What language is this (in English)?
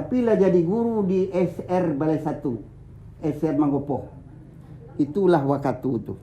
Minangkabau